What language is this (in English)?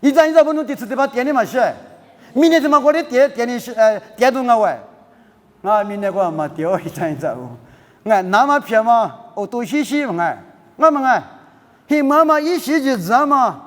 Lisu